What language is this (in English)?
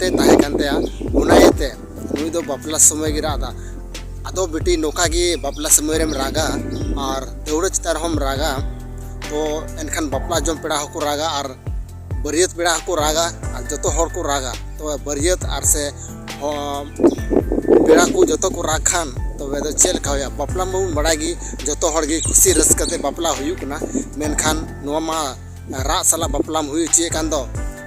Santali